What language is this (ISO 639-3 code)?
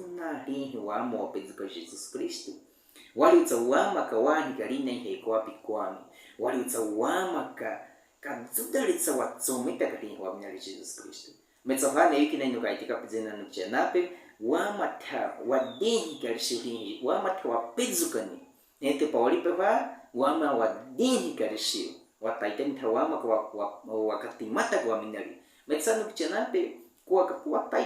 bwi